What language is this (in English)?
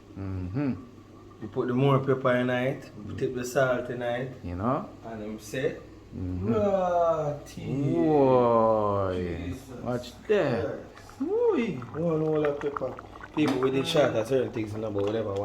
Jamaican Creole English